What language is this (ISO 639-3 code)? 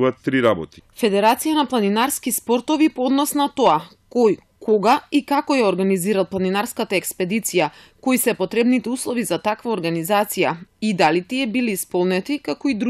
mkd